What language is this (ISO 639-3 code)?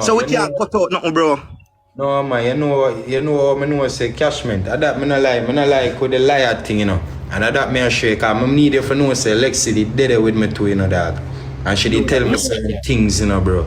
jam